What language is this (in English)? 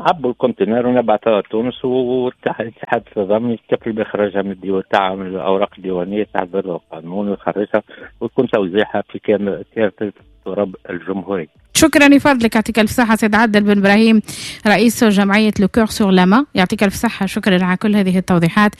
Tunisian Arabic